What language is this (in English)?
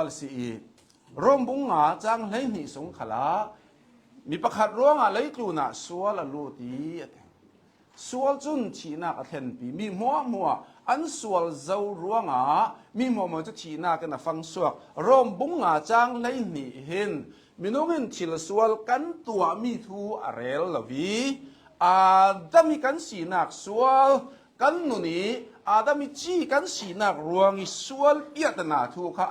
Hakha Chin